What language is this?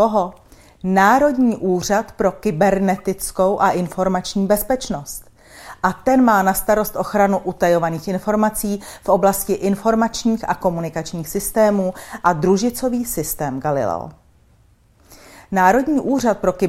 Czech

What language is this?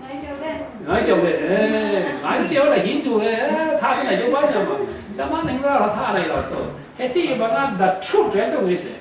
Falam Chin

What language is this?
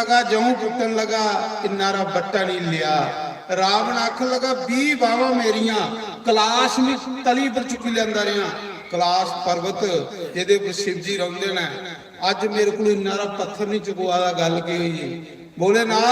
Dogri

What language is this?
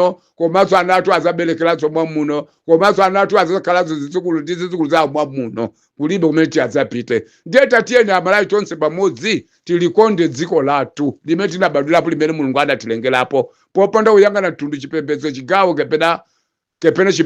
Nyanja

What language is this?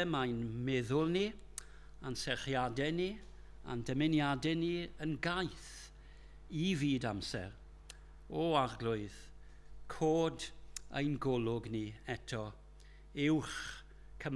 Welsh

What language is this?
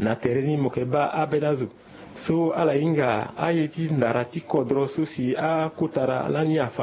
Sango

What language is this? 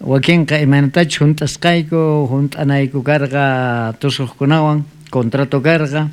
South Bolivian Quechua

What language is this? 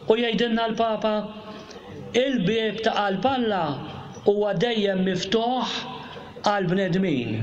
Maltese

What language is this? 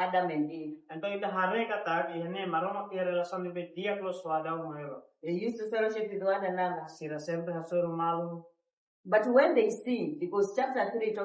Tetum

